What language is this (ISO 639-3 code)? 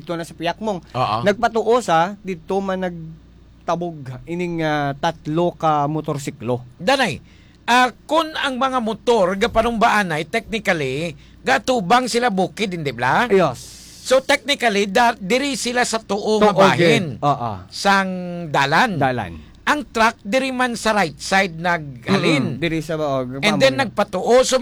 hil